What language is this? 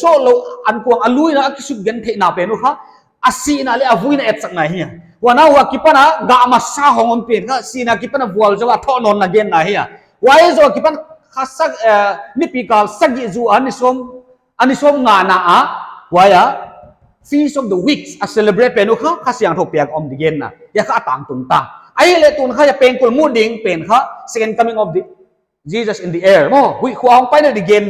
Paite Chin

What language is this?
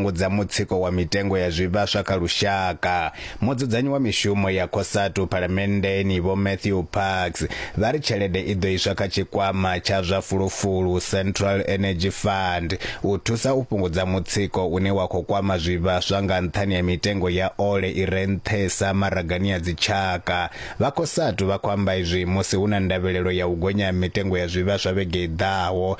Venda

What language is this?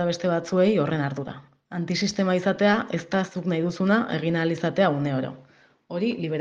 Basque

